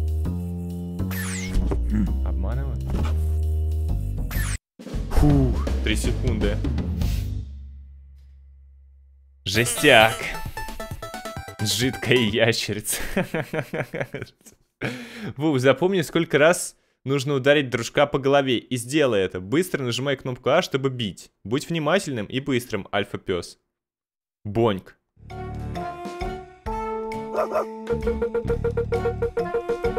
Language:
Russian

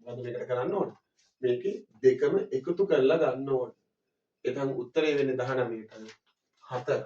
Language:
Sinhala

